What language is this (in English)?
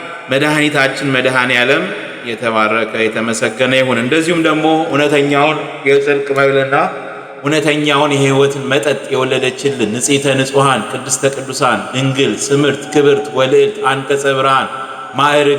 Amharic